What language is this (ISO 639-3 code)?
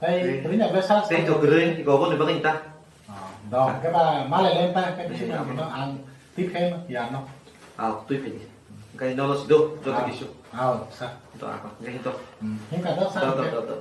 trp